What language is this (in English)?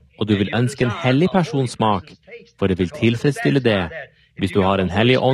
Norwegian